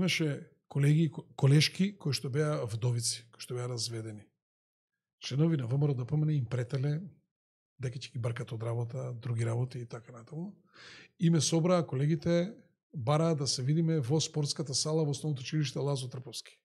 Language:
Macedonian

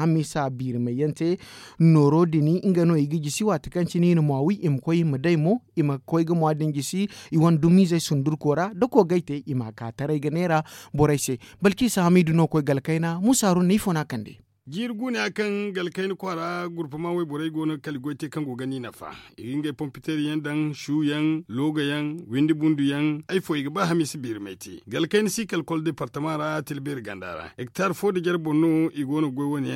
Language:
Zarma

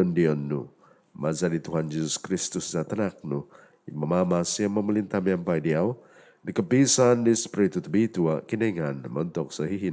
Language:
Central Dusun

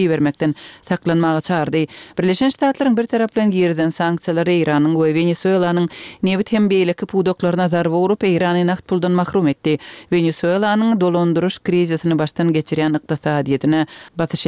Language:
Turkmen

